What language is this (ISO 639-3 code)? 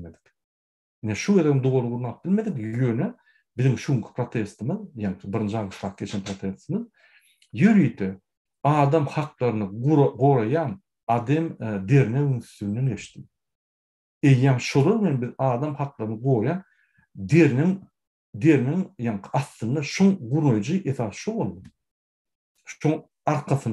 tuk